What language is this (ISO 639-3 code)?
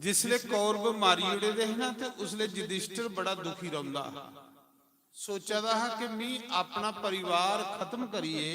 doi